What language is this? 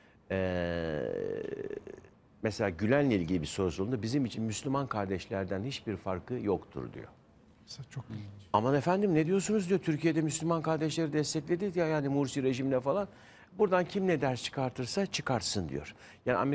Turkish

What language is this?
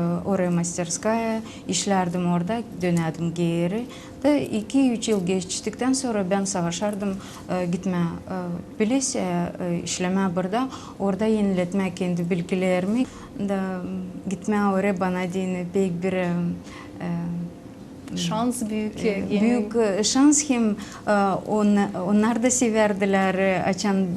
Gagauz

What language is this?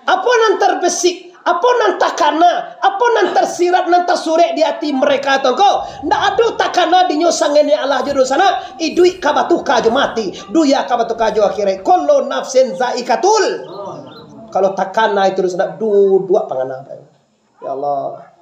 Minangkabau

